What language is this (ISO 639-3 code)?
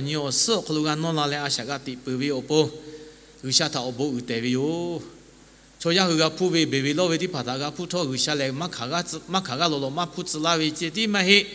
lhu